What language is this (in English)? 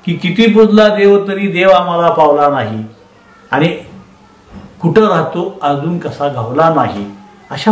Marathi